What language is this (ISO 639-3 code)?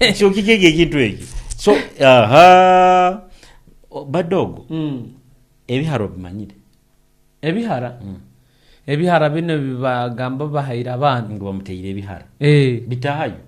nyo